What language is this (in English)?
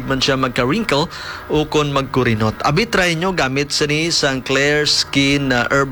Hiligaynon